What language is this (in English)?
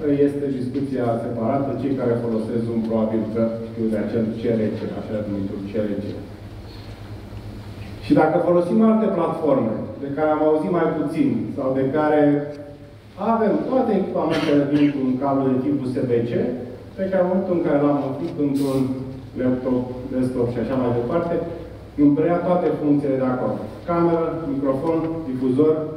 Romanian